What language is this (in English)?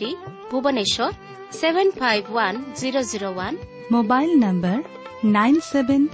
Odia